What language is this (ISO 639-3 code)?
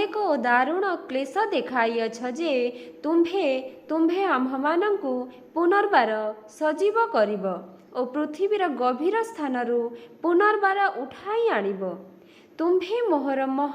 ori